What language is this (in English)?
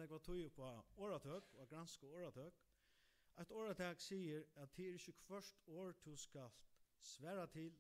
Faroese